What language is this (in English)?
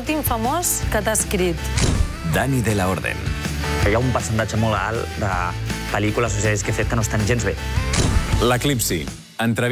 Catalan